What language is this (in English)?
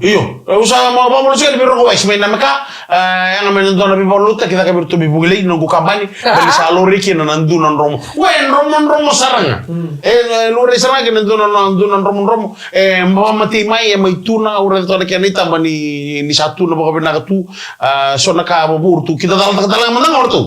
Fijian